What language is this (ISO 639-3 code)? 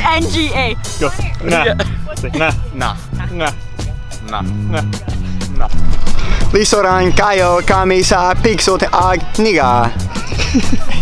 ceb